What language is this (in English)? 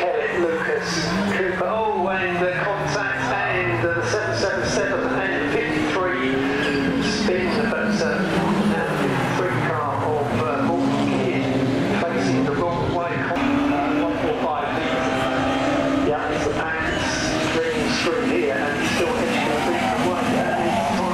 English